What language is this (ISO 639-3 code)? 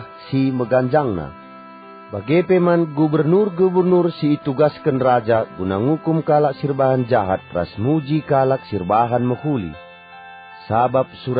btx